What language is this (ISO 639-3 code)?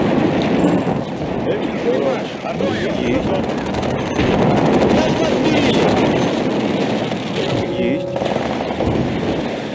rus